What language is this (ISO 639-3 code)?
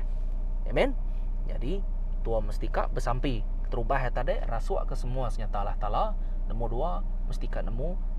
iba